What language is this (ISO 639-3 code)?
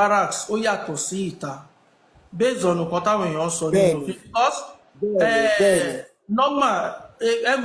yor